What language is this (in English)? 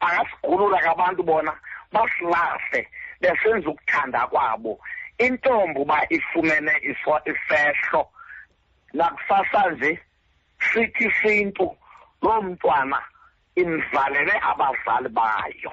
Xhosa